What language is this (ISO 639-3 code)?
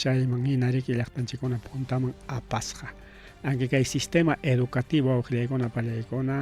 quy